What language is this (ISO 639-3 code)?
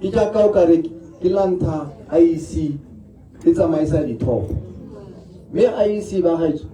tsn